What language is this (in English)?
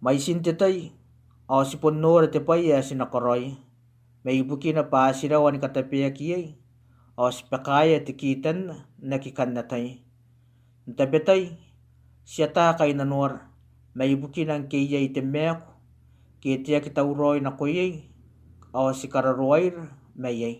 Gilbertese